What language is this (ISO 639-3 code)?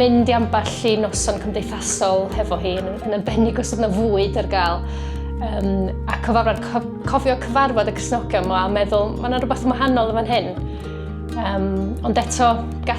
cym